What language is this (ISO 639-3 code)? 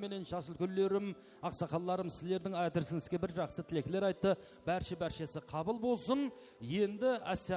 kaa